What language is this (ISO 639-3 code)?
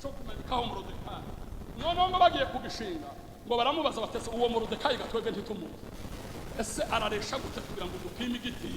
run